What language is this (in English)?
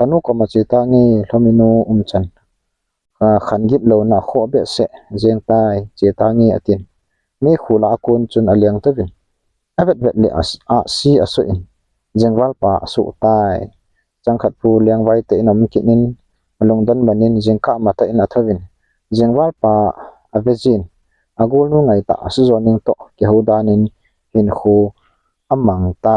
Thado Chin